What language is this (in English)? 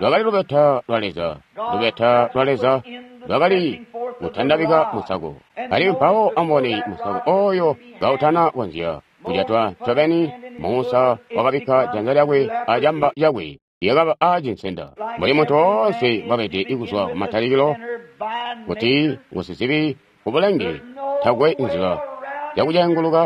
Tonga (Zambia)